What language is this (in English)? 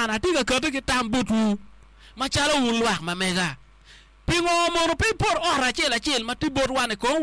Acoli